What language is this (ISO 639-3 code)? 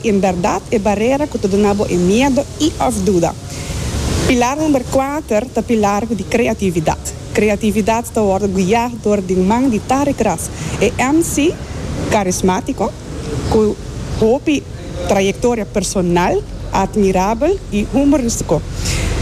pap